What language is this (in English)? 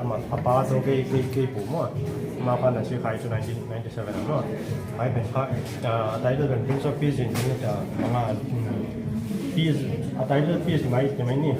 Paite Chin